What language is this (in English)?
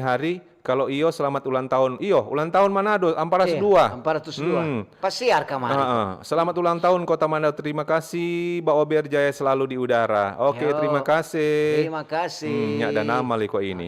Manado Malay